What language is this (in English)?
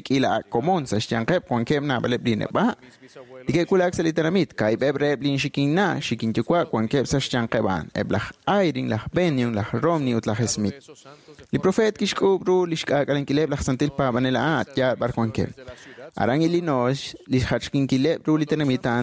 Kekchí